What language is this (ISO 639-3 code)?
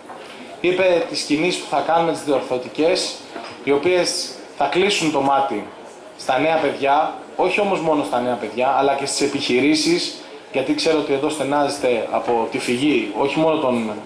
ell